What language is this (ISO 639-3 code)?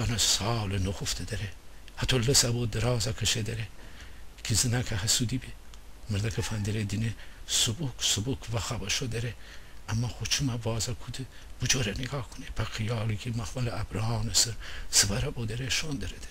glk